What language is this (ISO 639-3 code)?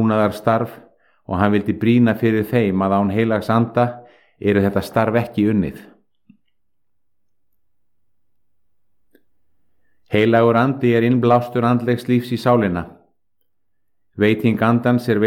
isl